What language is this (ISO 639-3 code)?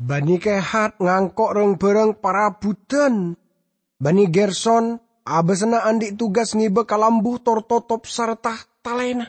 mad